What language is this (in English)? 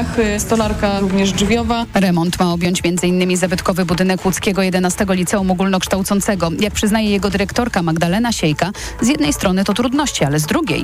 Polish